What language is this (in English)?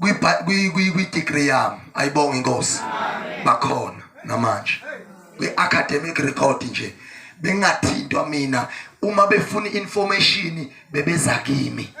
Zulu